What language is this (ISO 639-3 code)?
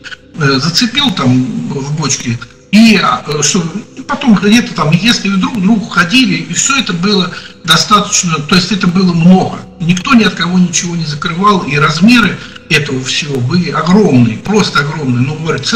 rus